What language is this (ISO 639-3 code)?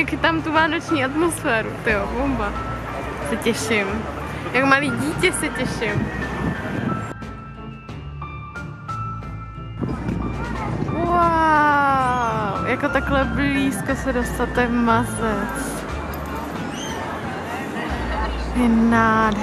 ces